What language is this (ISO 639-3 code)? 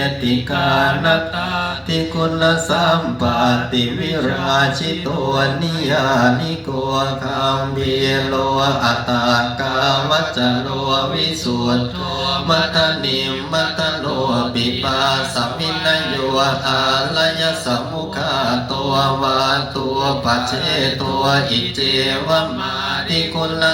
pli